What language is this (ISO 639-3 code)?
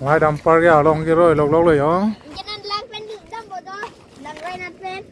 mjw